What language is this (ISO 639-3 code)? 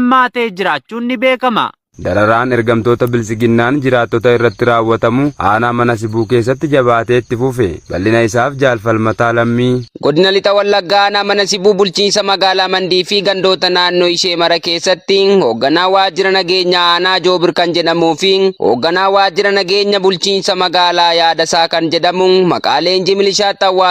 orm